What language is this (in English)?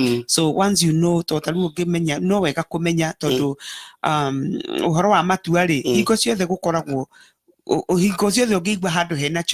Kikuyu